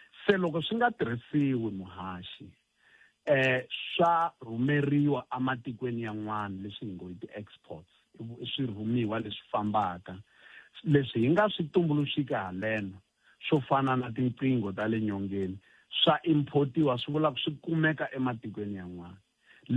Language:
Tsonga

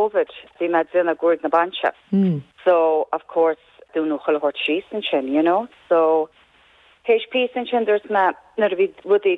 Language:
Irish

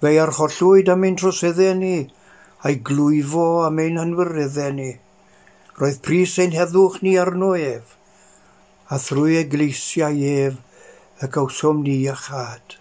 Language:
Welsh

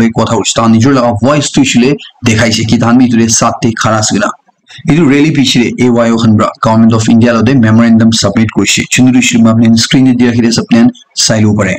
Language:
Naga Pidgin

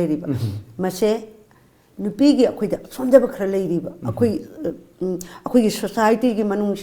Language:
Manipuri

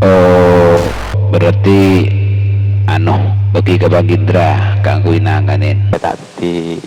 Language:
Madurese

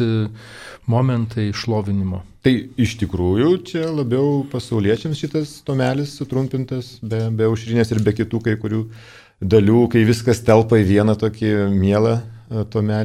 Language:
Lithuanian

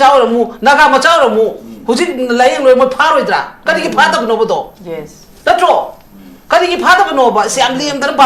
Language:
Manipuri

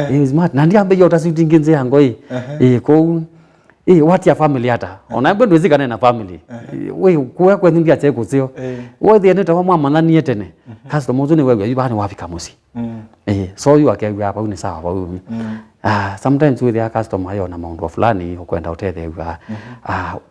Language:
Kamba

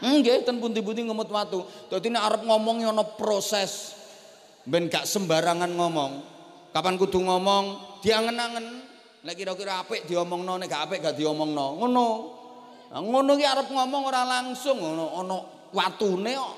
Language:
Javanese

